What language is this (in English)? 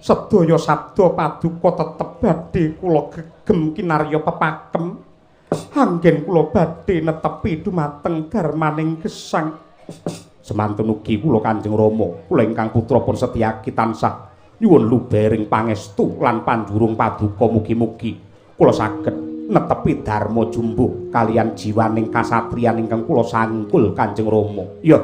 Javanese